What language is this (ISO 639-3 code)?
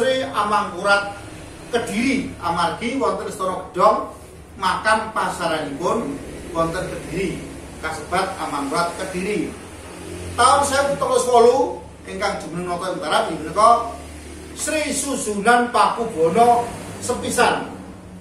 jav